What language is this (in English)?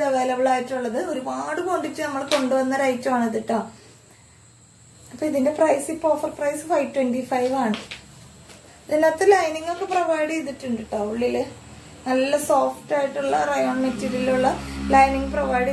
Malayalam